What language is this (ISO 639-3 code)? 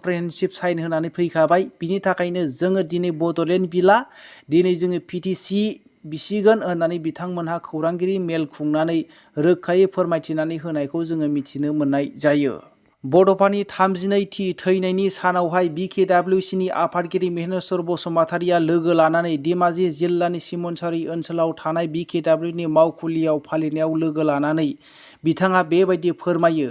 brx